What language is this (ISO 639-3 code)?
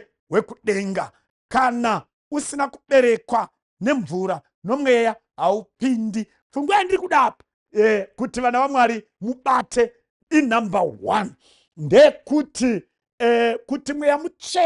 sna